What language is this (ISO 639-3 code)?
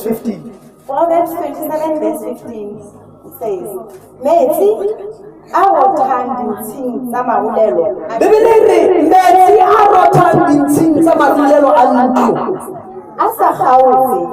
sot